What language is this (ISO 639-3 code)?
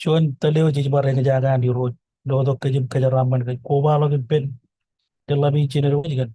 mah